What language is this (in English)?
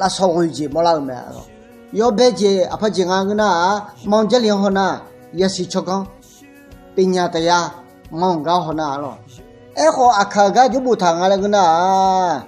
Akha